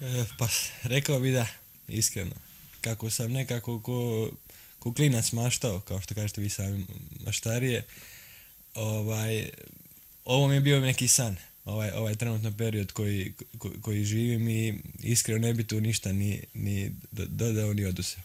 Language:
Croatian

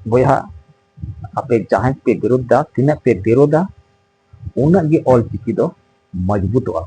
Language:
Santali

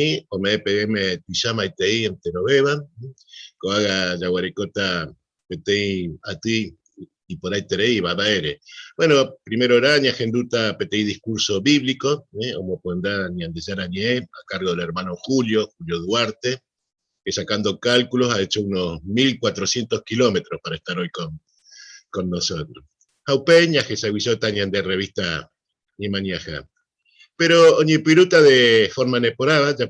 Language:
Guarani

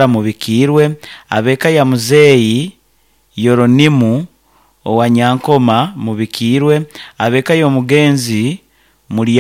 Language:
Nyoro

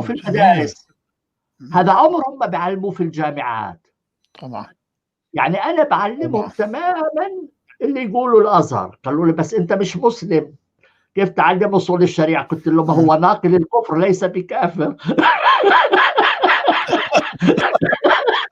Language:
North Levantine Arabic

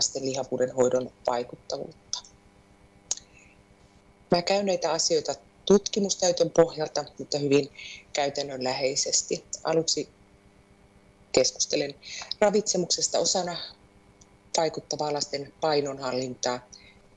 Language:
Finnish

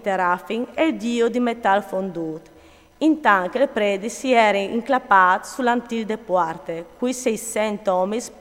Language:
Friulian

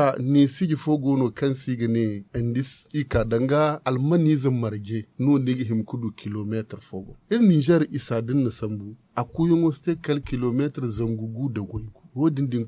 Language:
Zarma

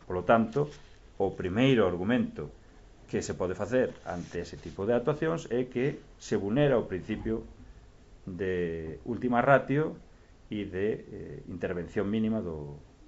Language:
Galician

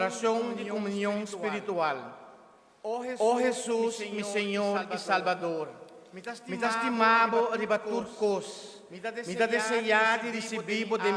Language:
Papiamento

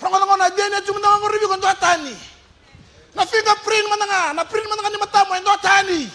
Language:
Fijian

